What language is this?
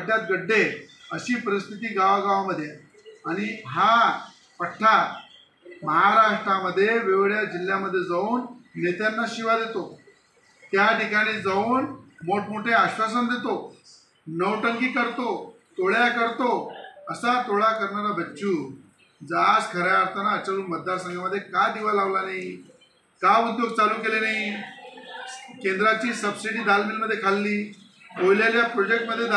Marathi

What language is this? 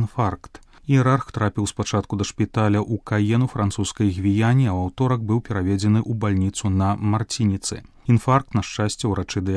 Belarusian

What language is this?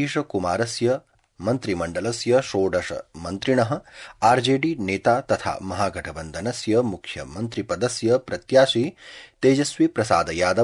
Sanskrit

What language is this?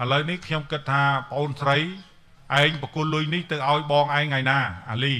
Khmer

